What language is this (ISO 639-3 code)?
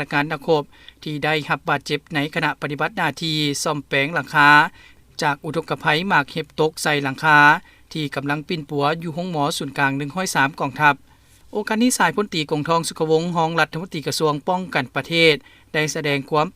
lao